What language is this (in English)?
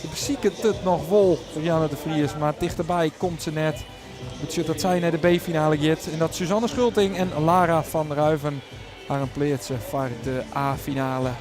Western Frisian